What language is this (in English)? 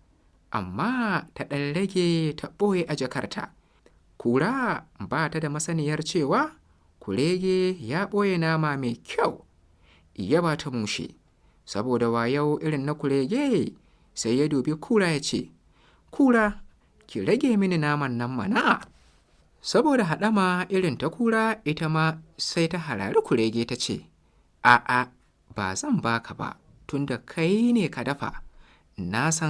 Hausa